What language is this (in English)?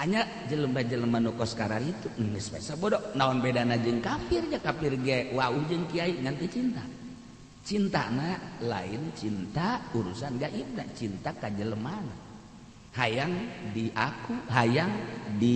Sundanese